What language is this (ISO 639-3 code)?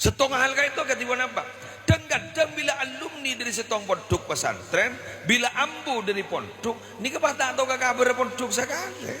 mad